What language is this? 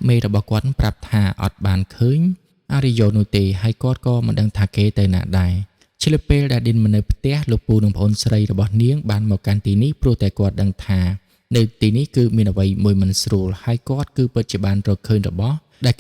Khmer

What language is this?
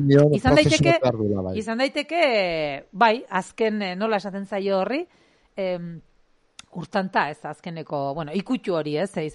Basque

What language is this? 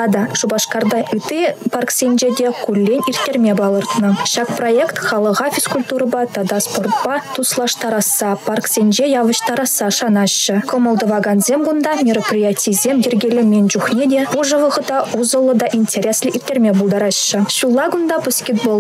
Chuvash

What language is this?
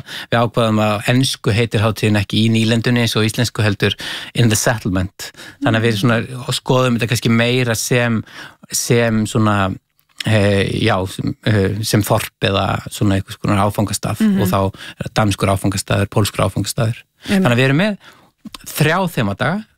Icelandic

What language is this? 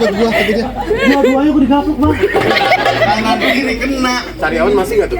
Betawi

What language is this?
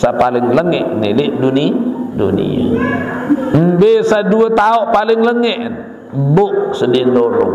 Sasak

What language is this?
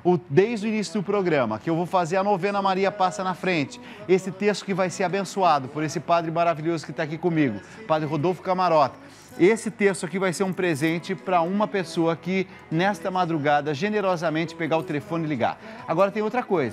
Portuguese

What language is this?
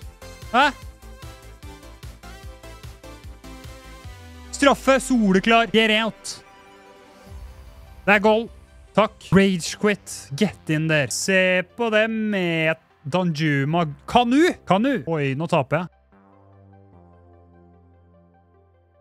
Norwegian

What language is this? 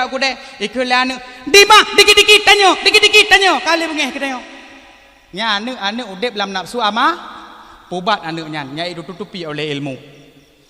Achinese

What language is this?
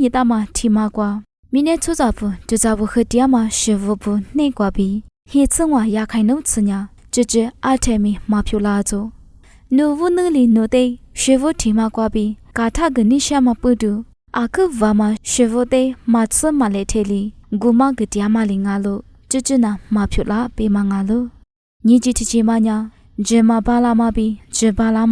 Lisu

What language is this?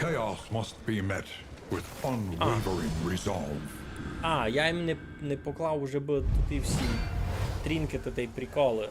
Rusyn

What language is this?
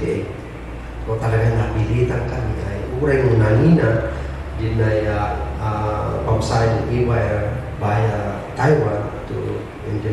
Kankanaey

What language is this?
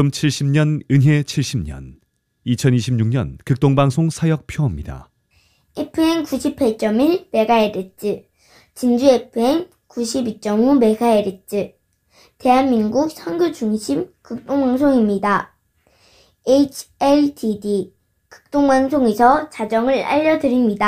Korean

